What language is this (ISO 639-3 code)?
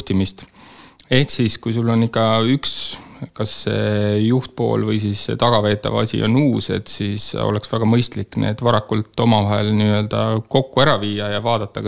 est